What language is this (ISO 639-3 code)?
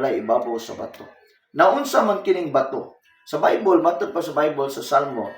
ceb